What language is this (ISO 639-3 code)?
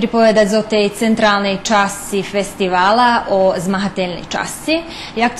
rue